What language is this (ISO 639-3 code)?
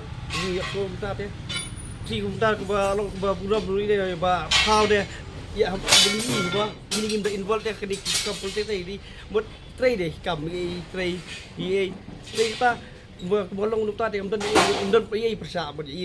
kha